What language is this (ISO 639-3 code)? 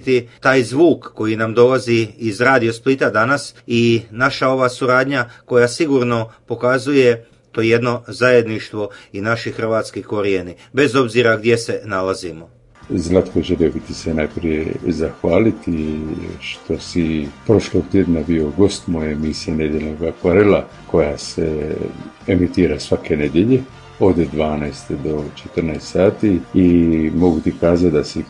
hrv